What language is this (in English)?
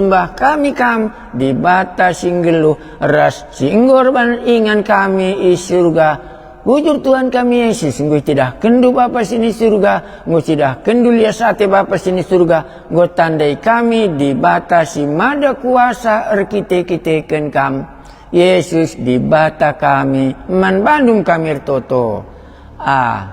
Batak Karo